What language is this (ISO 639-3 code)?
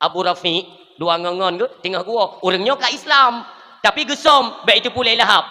ace